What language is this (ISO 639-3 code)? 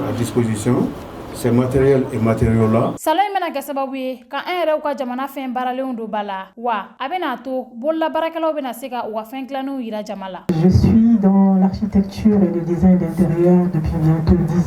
bam